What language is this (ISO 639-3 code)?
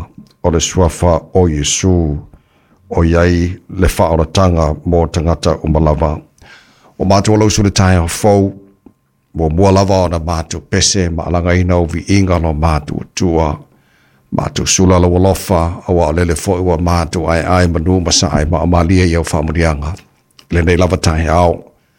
smo